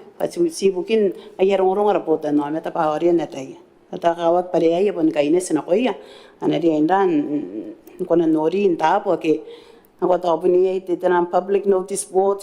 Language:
Gilbertese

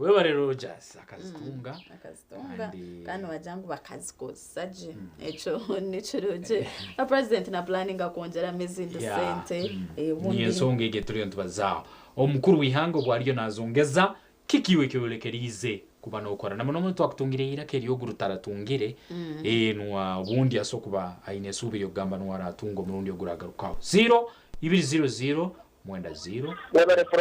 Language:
Nyankole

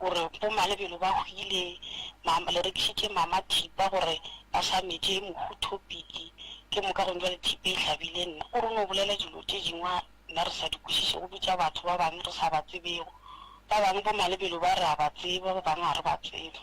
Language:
Northern Sotho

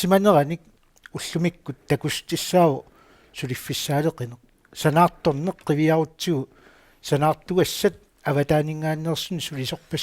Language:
Kalaallisut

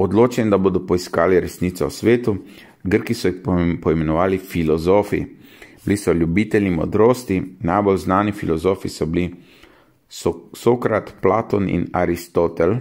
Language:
Slovenian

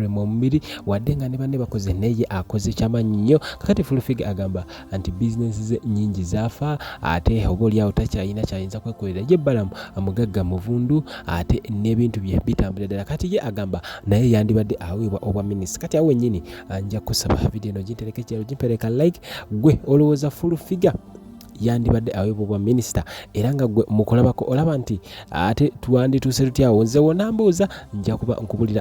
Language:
Ganda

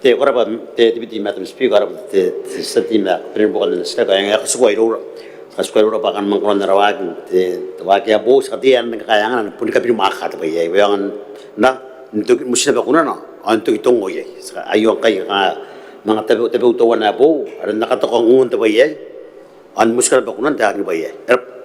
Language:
Gilbertese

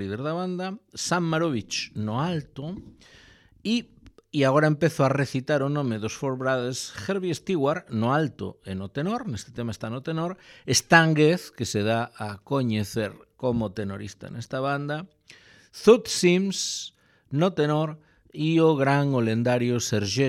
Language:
Galician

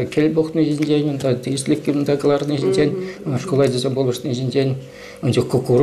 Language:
Chuvash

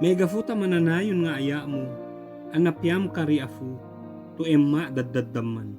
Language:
Ibanag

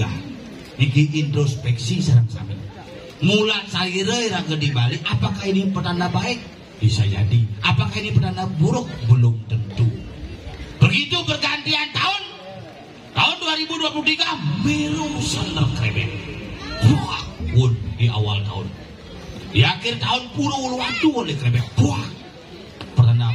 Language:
Balinese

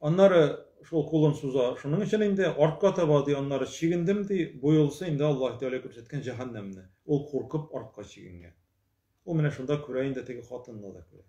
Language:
Tatar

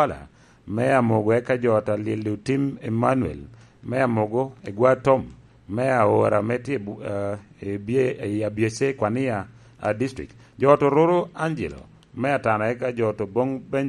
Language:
Lango (Uganda)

